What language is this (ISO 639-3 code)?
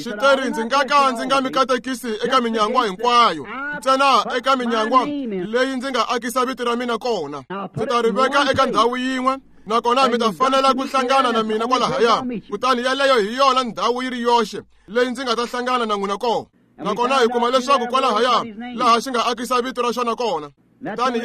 tso